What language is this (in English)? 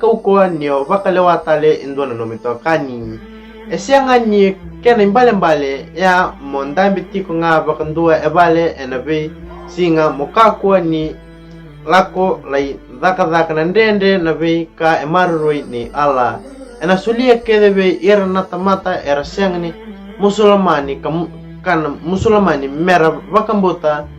Fijian